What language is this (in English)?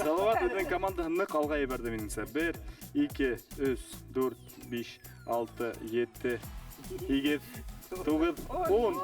Bashkir